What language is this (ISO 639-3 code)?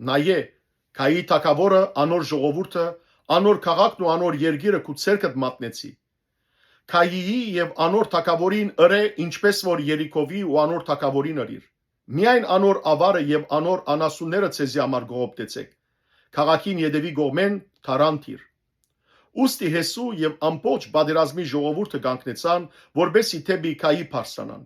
hyw